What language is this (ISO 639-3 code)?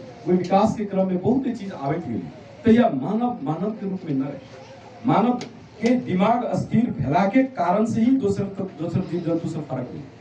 mag